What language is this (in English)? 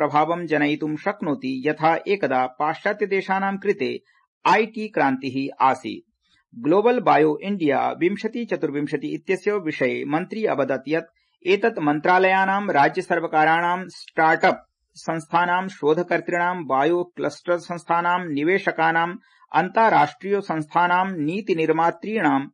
Sanskrit